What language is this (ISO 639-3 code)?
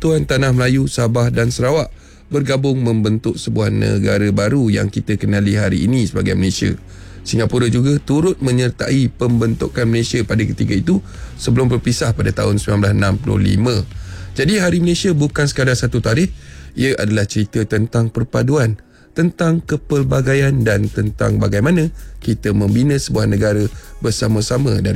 msa